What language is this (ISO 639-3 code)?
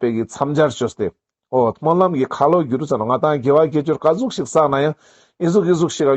lbj